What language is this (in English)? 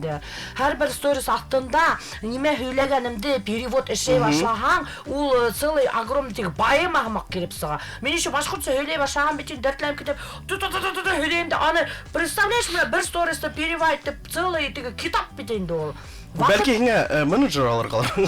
Bashkir